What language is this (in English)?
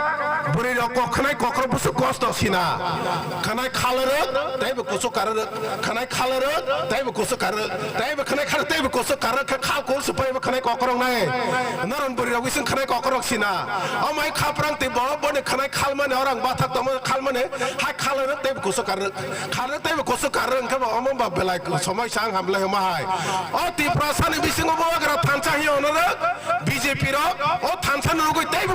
Kok Borok